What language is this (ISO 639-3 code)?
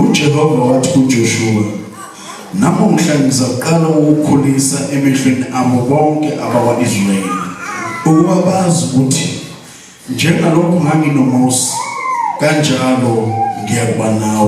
zul